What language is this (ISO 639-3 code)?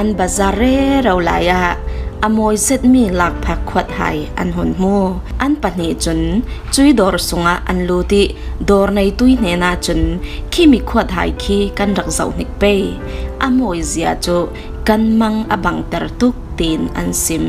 cfm